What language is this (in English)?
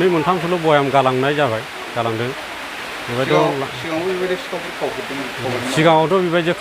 Bodo